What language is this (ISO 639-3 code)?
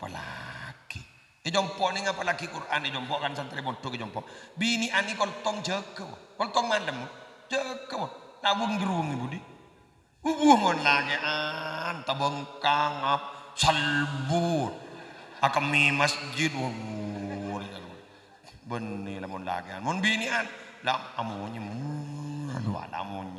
mad